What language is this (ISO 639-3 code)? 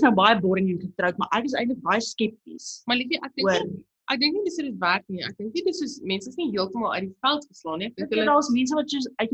afr